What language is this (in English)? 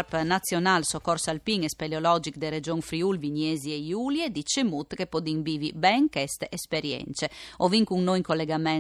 Friulian